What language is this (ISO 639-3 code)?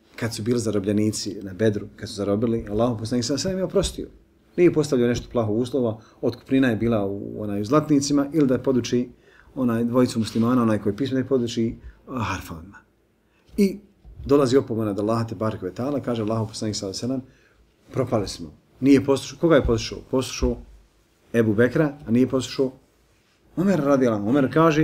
bos